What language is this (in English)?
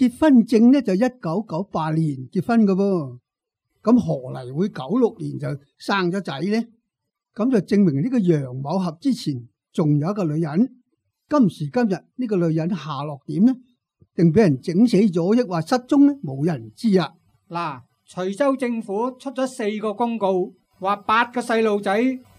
Cantonese